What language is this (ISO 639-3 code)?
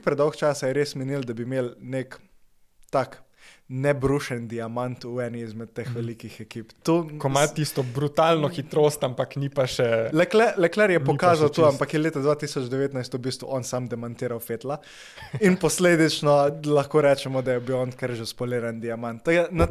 slv